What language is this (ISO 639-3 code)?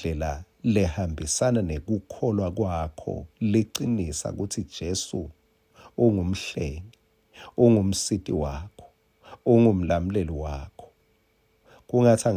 ssw